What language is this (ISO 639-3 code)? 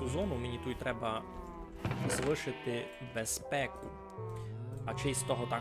rue